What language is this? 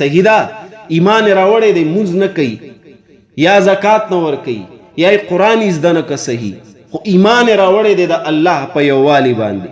Pashto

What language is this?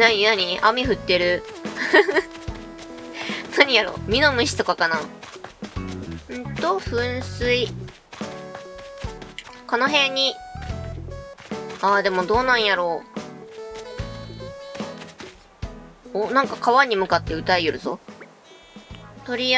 Japanese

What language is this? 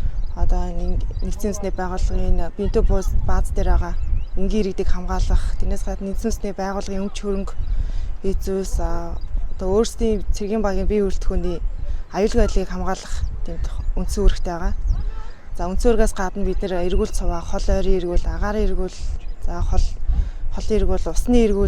Mongolian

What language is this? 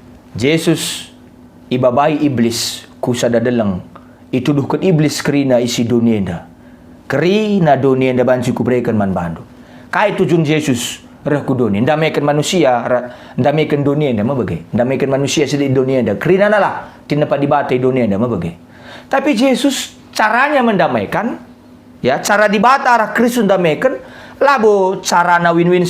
Batak Karo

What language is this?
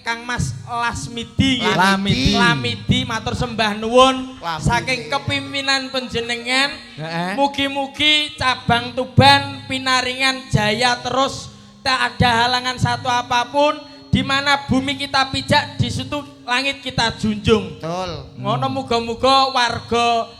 Javanese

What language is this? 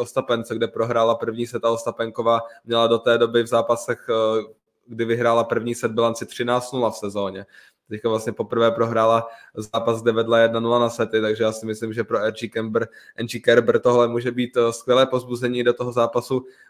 Czech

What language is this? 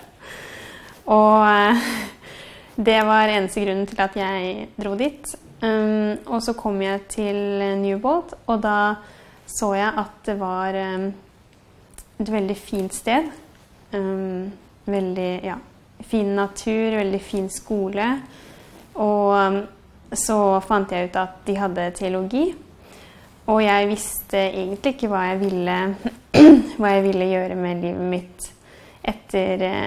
Norwegian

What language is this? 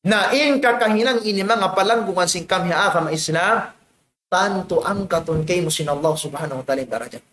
Tausug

